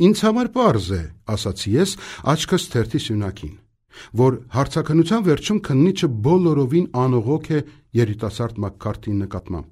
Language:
Armenian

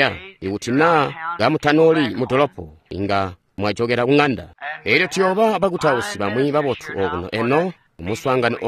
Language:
Tonga (Zambia)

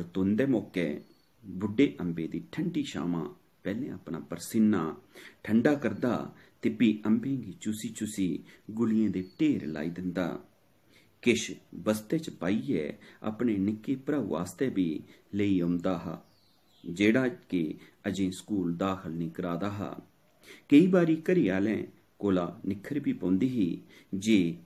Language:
Dogri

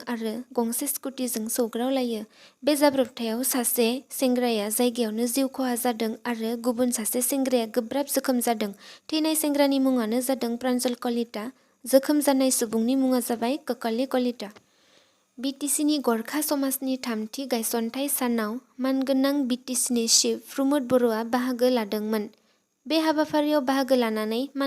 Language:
Bodo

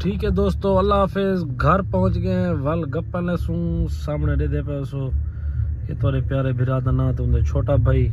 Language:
Saraiki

